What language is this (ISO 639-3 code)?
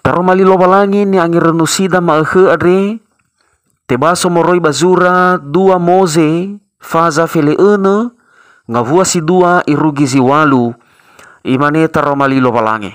nia